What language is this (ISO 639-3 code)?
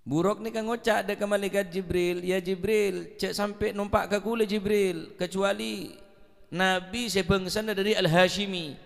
mad